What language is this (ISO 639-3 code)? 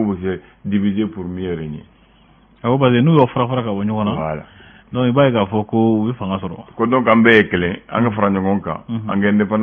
bam